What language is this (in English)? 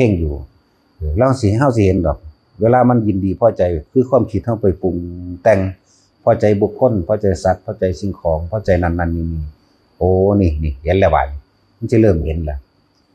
Northeastern Thai